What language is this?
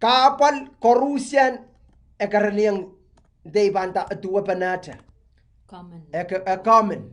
Pohnpeian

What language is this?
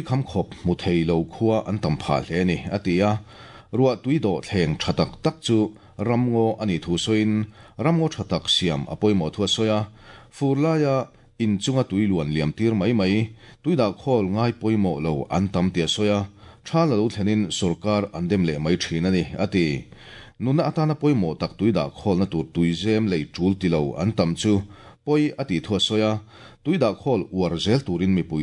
Mizo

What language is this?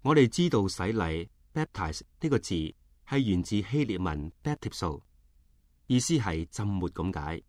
Cantonese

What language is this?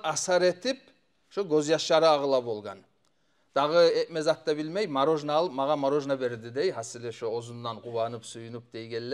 Kumyk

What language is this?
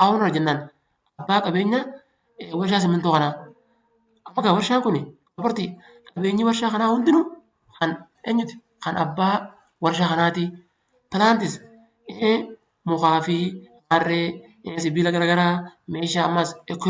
Oromo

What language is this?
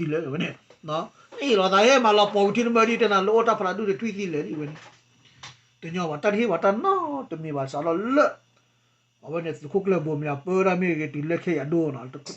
S'gaw Karen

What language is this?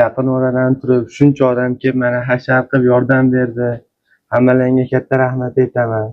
Uzbek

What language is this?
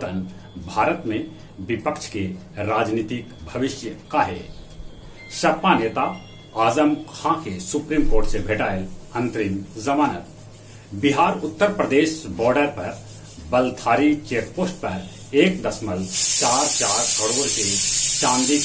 Magahi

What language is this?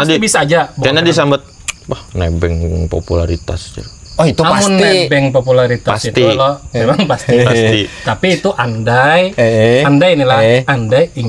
Banjar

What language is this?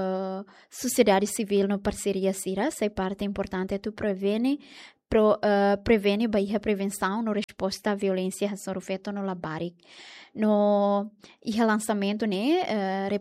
Tetum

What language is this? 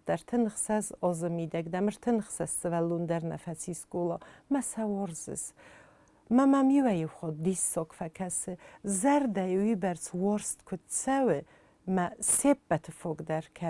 Ossetic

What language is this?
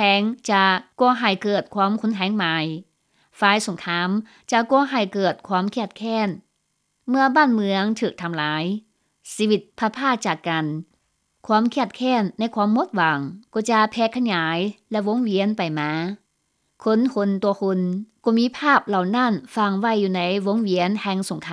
Lao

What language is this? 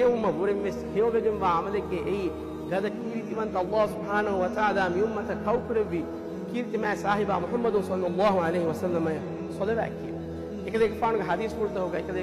Divehi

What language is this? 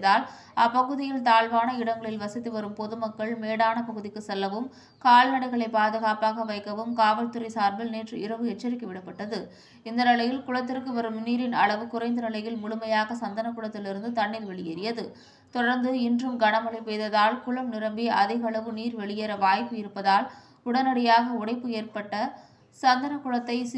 Tamil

